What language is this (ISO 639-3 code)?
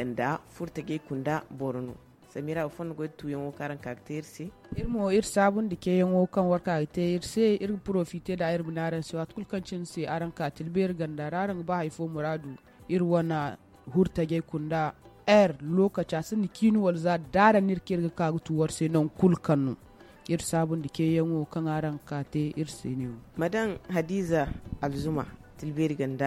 dje